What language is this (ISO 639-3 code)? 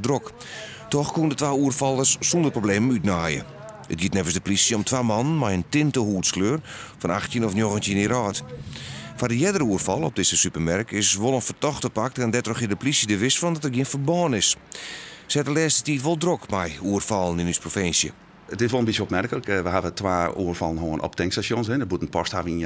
fry